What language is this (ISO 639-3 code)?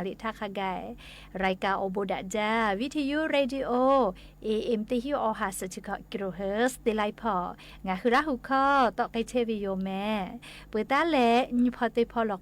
lhu